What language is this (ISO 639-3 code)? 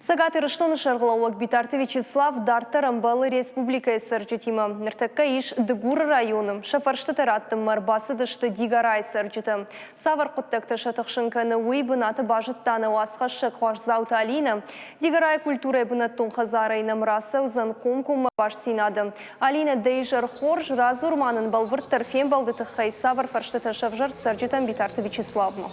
oss